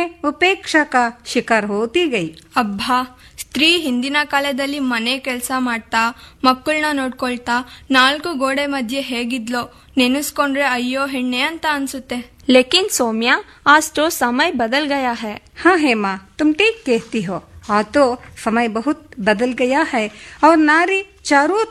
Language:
Kannada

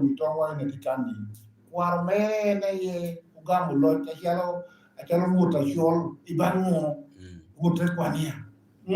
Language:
Lango (Uganda)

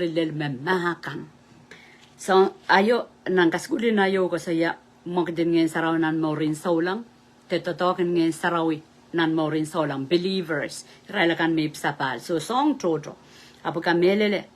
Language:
Pohnpeian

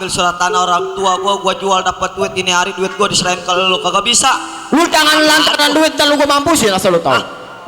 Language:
Betawi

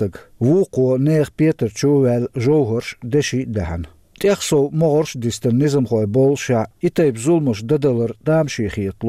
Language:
Chechen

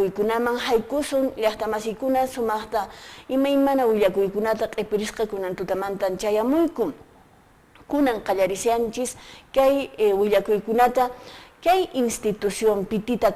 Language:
Quechua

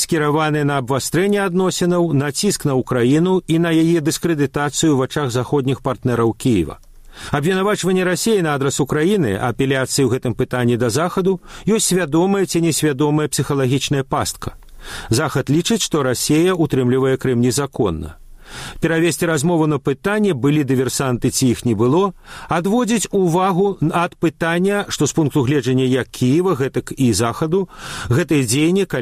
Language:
Belarusian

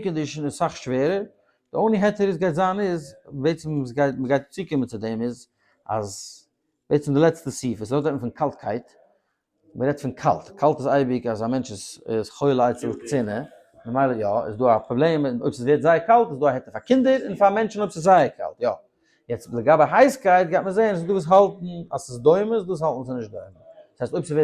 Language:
Yiddish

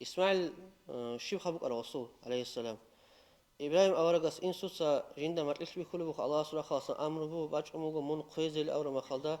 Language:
Avaric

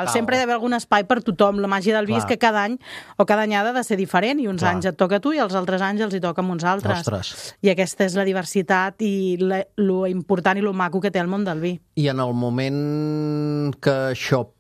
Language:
Catalan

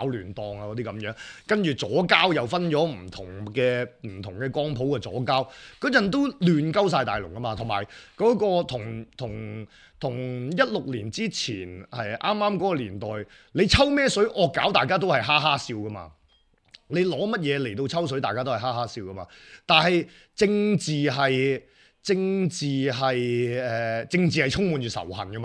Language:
Cantonese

